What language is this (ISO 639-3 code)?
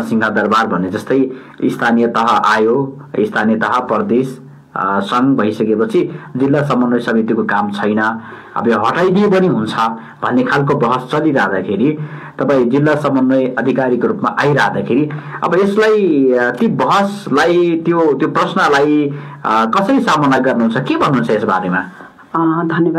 nep